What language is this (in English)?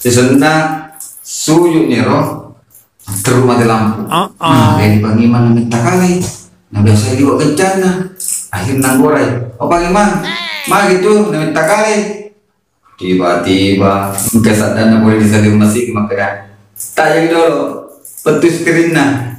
Buginese